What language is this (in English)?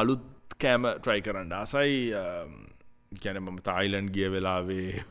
Sinhala